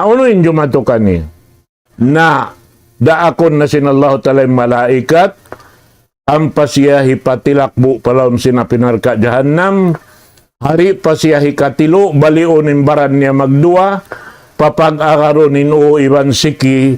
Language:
Tausug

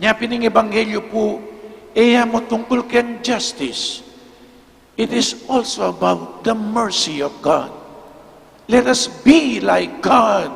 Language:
Pampanga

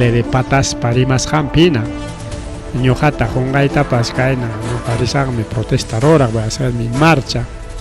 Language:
Ayacucho Quechua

